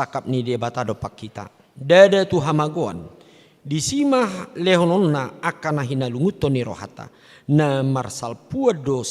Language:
Batak Toba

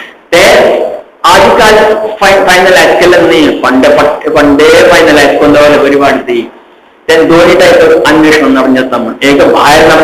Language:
Konkani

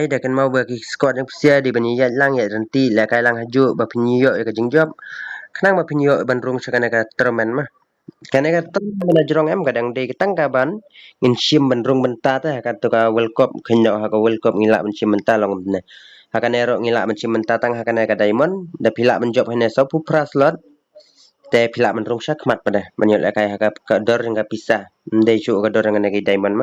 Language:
Khasi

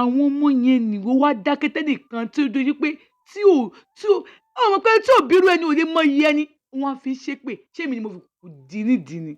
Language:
Yoruba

